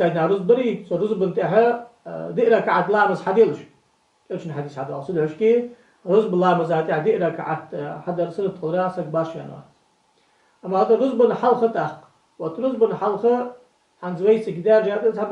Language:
Ingush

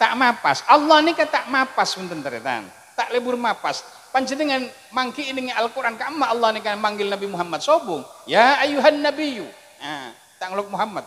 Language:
Madurese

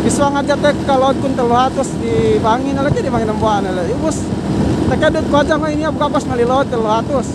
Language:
Yakan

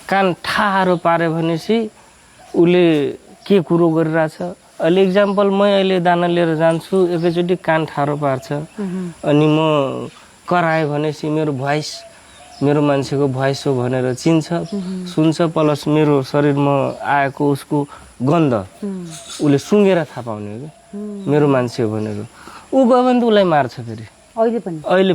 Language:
Nepali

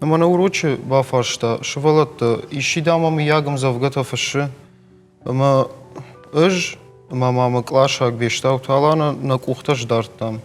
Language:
Ossetic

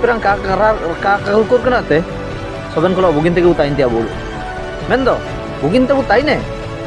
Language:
Ho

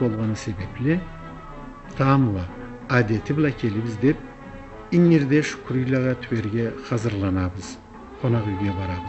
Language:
Karachay-Balkar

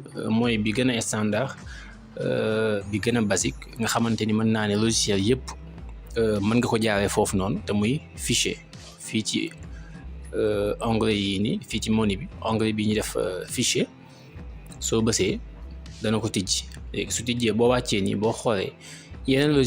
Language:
Wolof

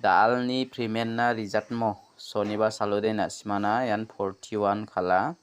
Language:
Garo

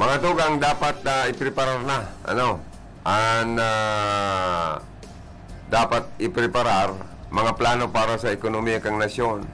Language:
Bikol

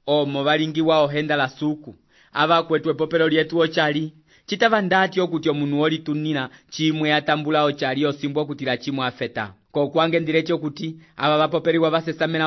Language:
Umbundu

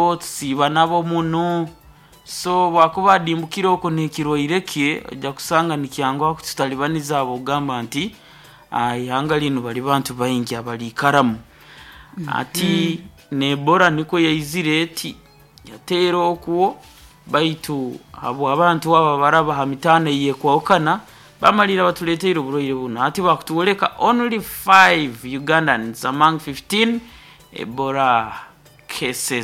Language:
Nyoro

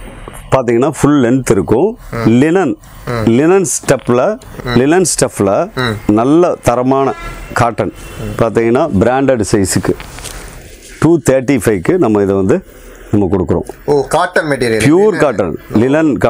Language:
Tamil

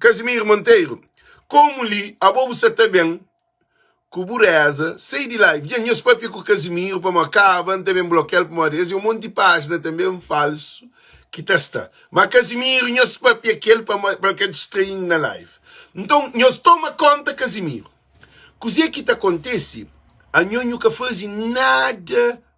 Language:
Kabuverdianu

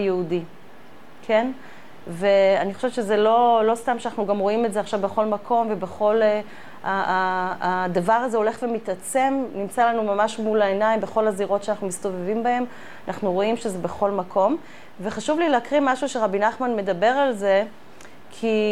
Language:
Hebrew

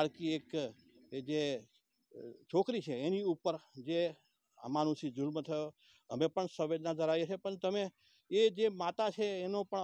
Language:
Gujarati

